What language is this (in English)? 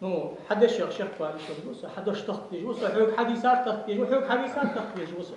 Ingush